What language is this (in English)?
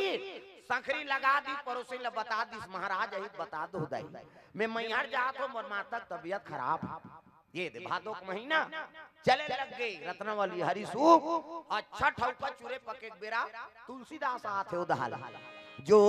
Chhattisgarhi